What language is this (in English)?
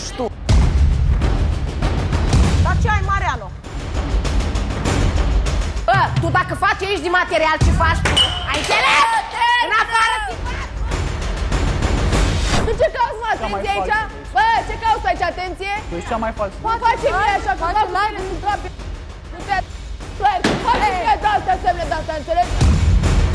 Romanian